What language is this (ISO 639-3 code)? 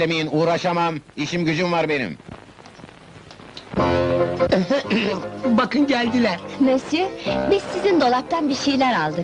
tur